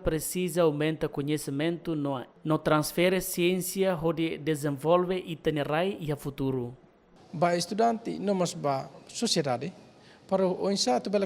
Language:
Tetum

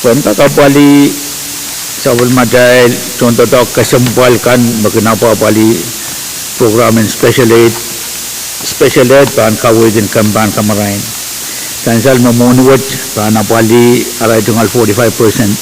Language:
Pohnpeian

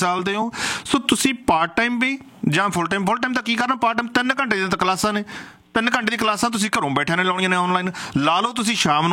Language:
Punjabi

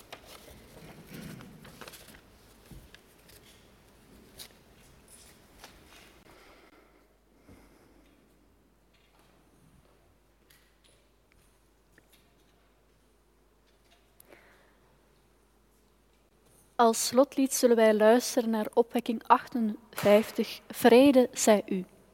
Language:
Dutch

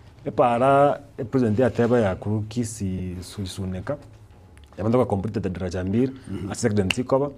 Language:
Gusii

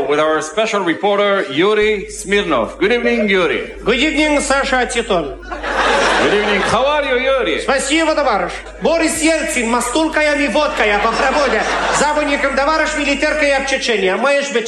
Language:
Hebrew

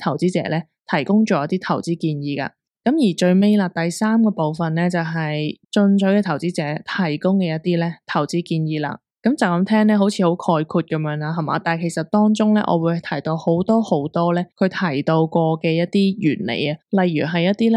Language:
Cantonese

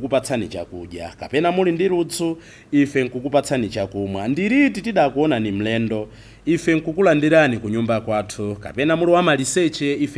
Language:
Nyanja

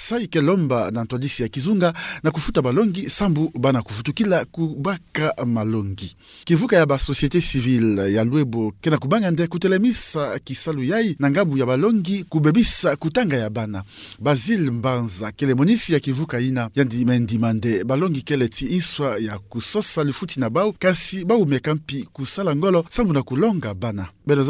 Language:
Kituba (Democratic Republic of Congo)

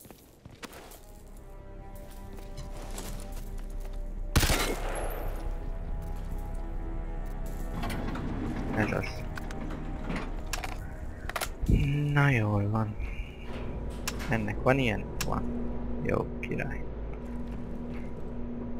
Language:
Hungarian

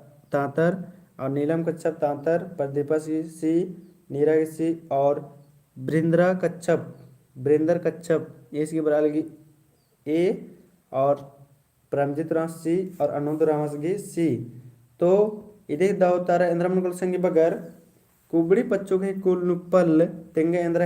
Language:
Kurukh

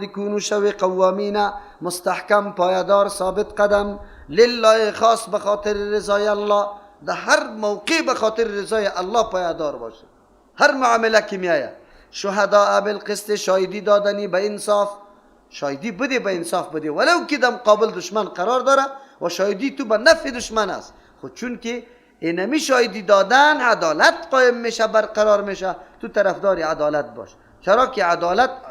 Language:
Persian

